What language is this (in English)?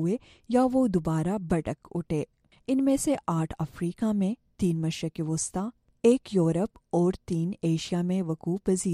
Urdu